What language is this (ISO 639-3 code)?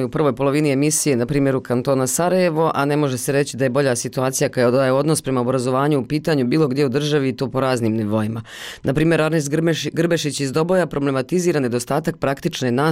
bos